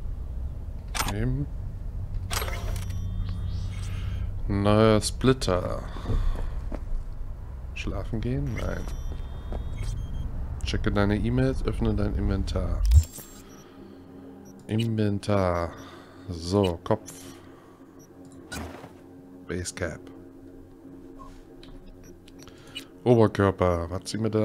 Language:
German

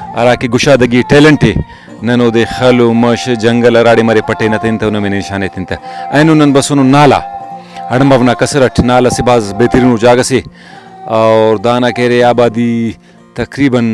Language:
Brahui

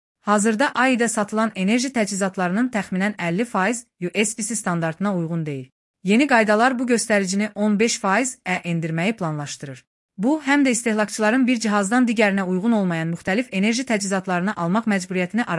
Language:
Azerbaijani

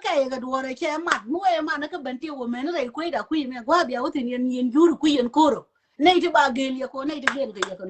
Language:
Nuer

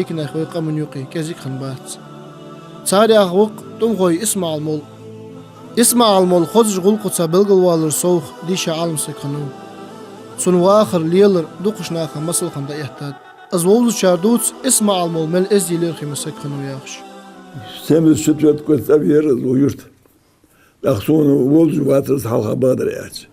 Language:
Ingush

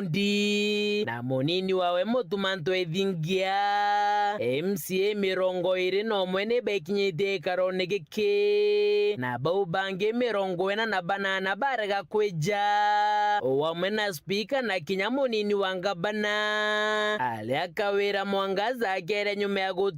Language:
Meru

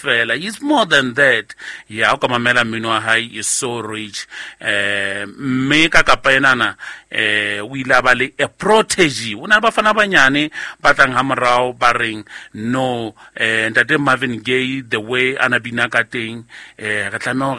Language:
Southern Sotho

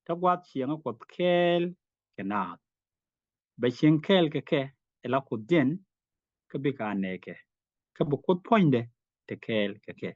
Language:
Nuer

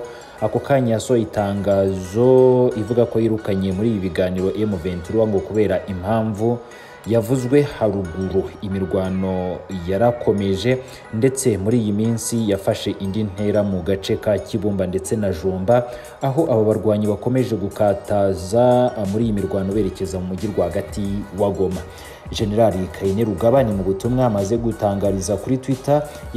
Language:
Kinyarwanda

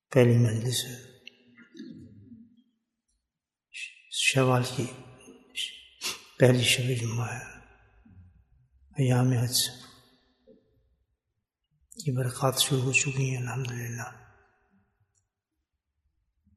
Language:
Urdu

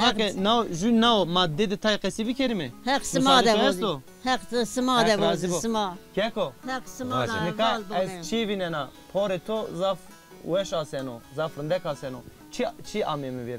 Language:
Zaza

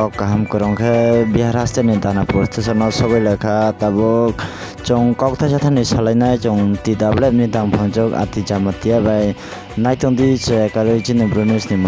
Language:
Kok Borok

